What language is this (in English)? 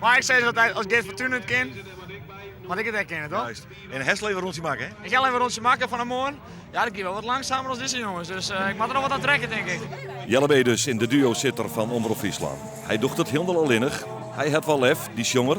Western Frisian